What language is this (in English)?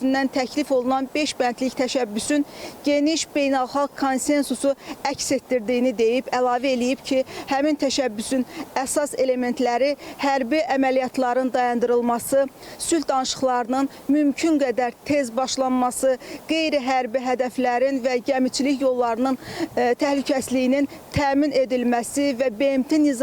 Azerbaijani